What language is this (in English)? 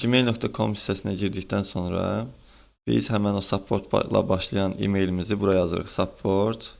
Azerbaijani